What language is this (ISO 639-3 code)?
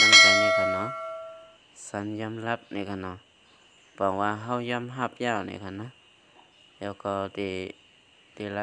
shn